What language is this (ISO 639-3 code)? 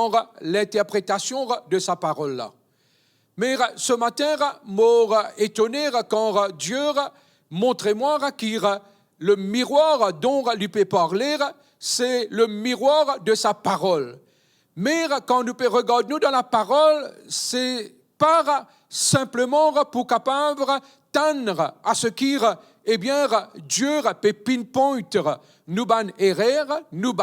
mfe